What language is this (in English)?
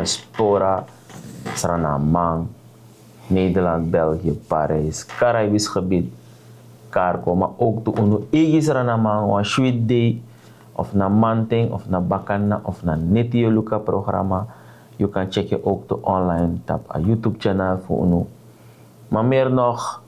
Sranan Tongo